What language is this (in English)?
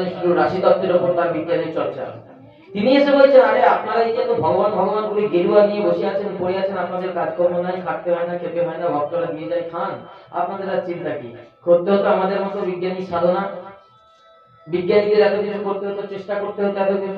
Bangla